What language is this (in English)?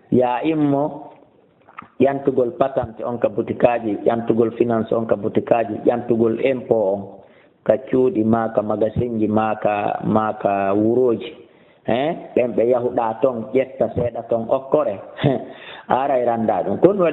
Fula